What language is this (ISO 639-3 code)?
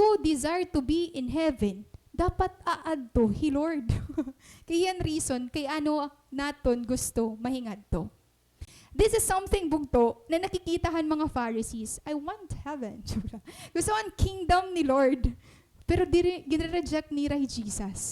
war